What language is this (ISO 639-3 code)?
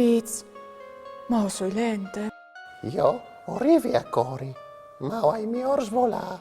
fur